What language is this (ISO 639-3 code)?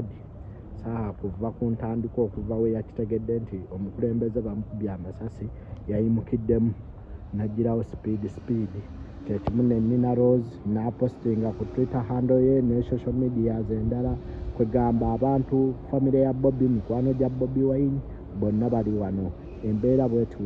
lug